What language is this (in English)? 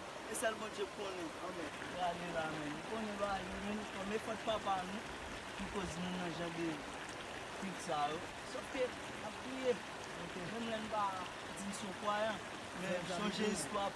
Haitian Creole